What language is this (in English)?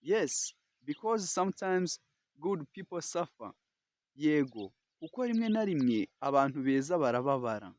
Kinyarwanda